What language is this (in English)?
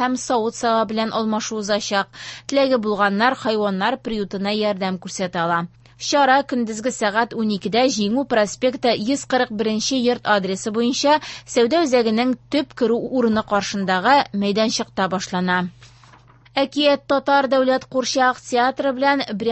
Tatar